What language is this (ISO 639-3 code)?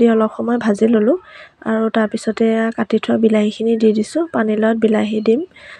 asm